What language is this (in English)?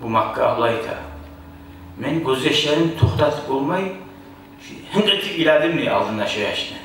Kumyk